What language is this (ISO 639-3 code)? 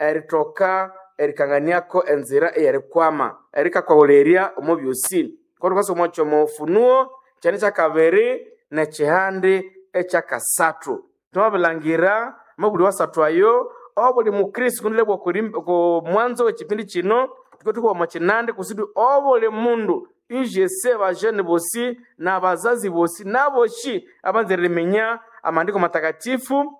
nnb